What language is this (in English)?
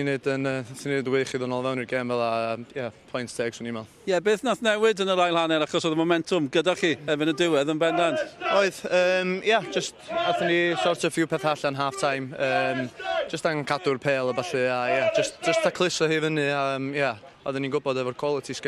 Welsh